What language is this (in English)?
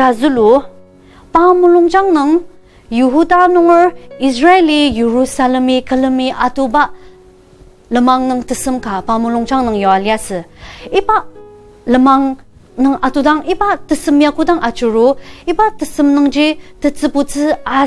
Ao Naga